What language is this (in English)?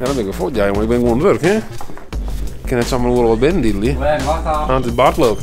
Western Frisian